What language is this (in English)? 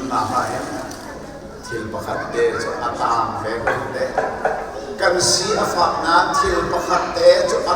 Hakha Chin